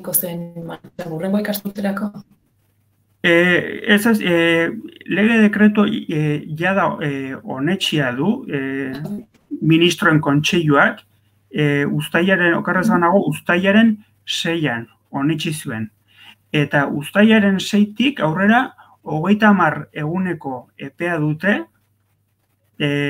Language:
Basque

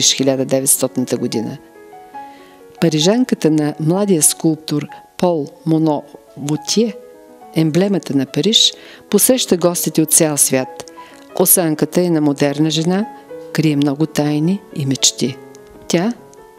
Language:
Bulgarian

